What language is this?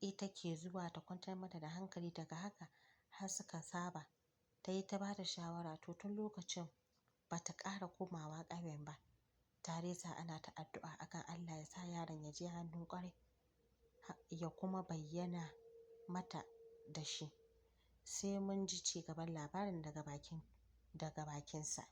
Hausa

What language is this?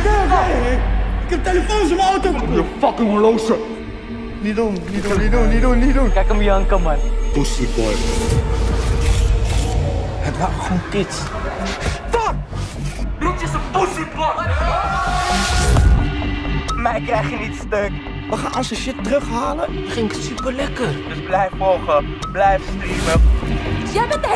Dutch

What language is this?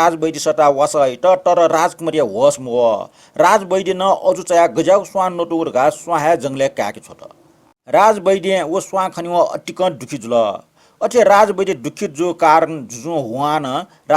Newari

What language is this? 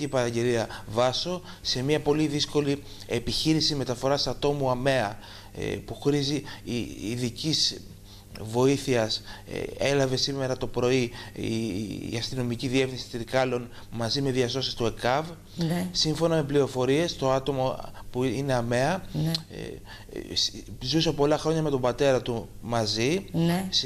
Greek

